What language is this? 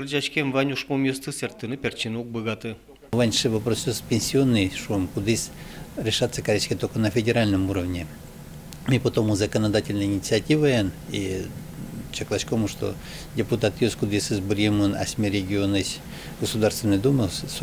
Udmurt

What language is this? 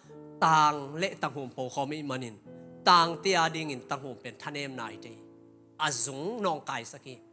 Tedim Chin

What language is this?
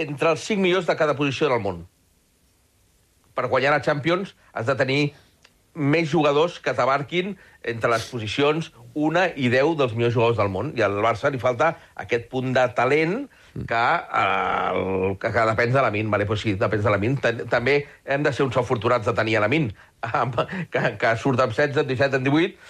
Catalan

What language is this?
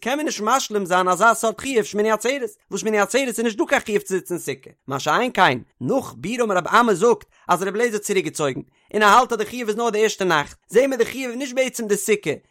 Yiddish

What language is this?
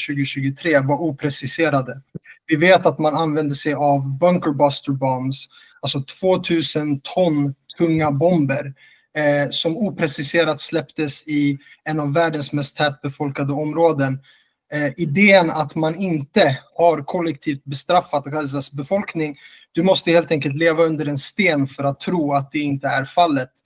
Swedish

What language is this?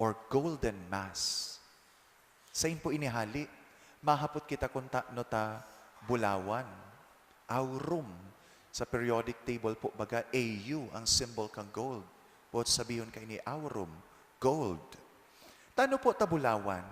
Bikol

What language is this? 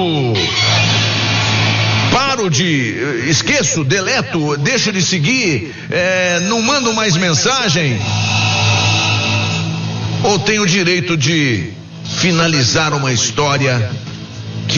Portuguese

